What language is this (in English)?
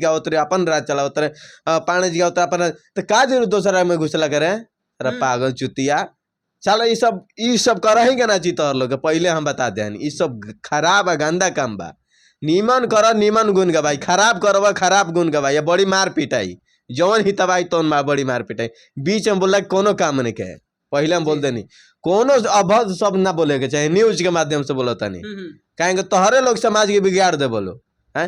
Bhojpuri